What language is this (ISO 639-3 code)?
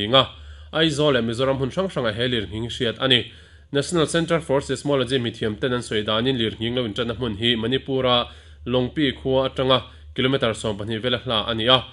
lus